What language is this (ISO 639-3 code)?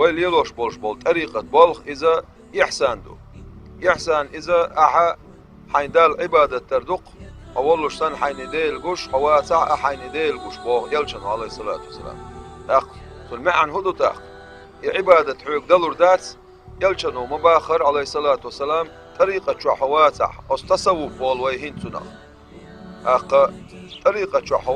che